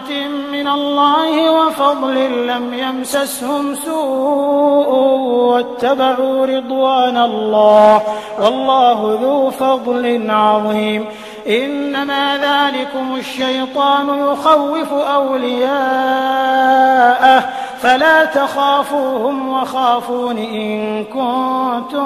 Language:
Arabic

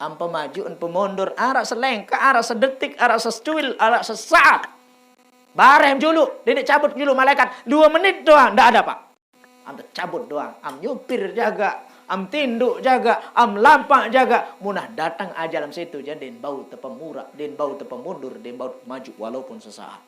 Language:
Sasak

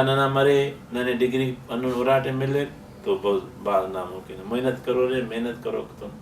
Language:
Brahui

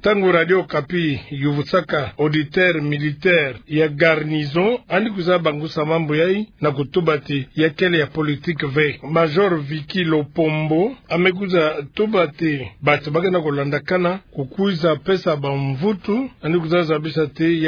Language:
Kituba (Democratic Republic of Congo)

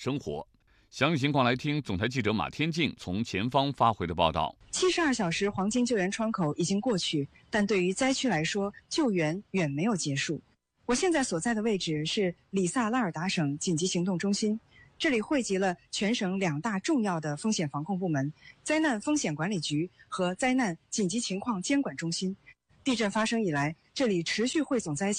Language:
Chinese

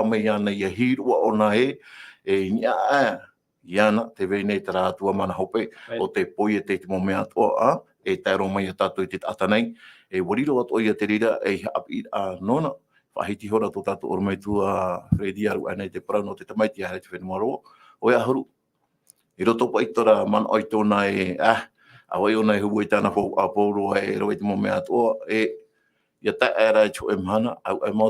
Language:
Tahitian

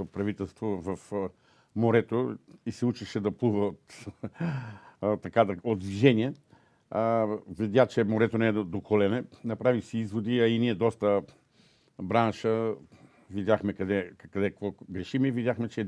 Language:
Bulgarian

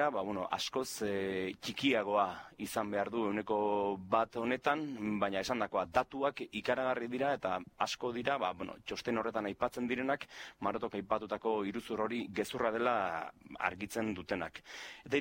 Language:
Basque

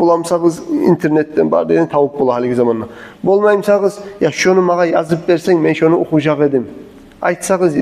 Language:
Kumyk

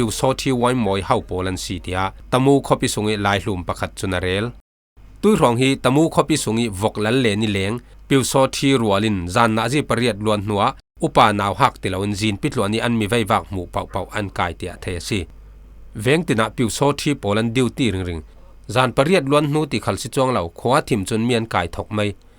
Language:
Falam Chin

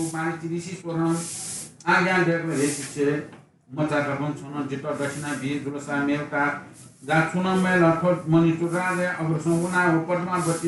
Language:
Newari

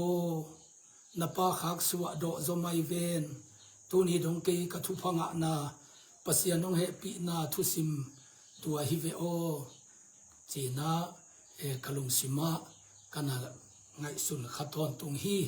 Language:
Tedim Chin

